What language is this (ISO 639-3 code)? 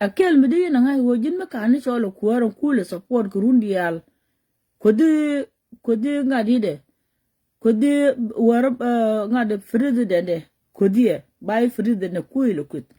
nus